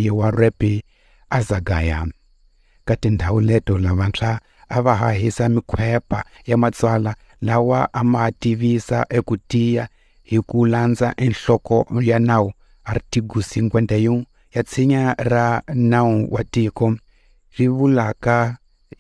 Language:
Tsonga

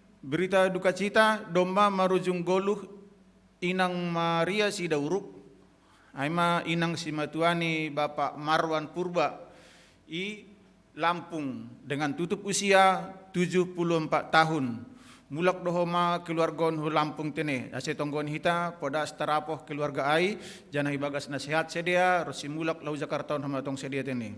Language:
Batak Simalungun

